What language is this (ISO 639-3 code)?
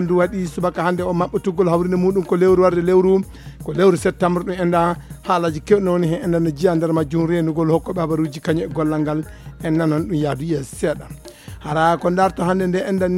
ful